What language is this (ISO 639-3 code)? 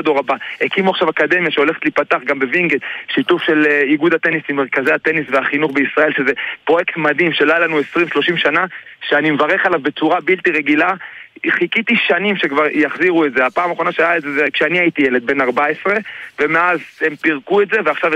heb